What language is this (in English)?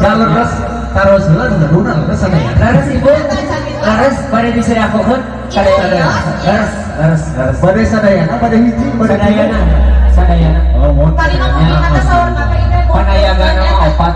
Sundanese